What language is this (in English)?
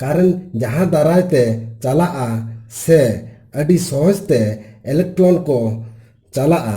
Santali